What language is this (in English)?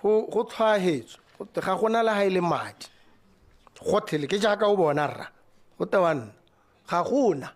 Tswana